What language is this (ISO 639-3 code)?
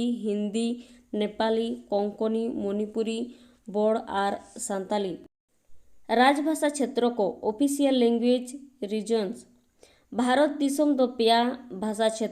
sat